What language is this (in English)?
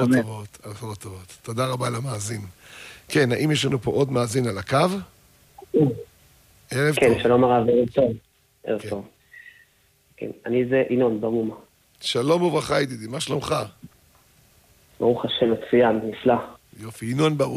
Hebrew